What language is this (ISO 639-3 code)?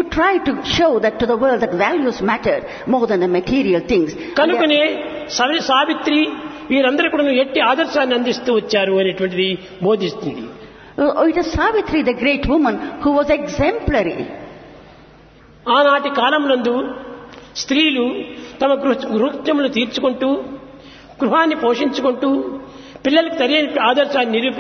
tel